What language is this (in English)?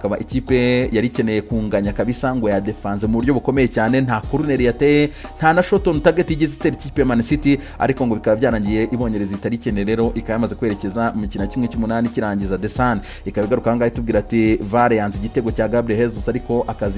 Kinyarwanda